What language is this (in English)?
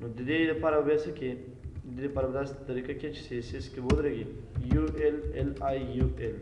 Pashto